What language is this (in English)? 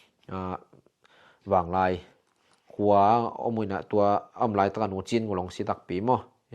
Tedim Chin